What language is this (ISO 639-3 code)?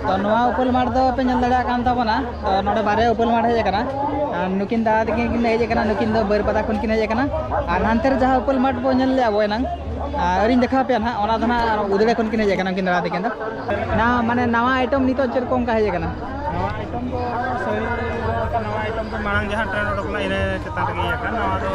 sat